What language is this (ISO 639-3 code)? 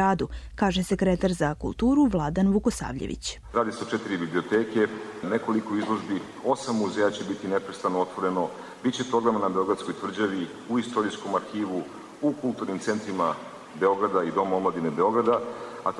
srp